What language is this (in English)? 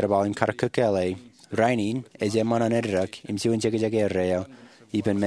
Marshallese